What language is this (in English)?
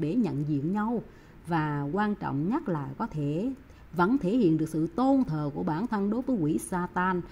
Vietnamese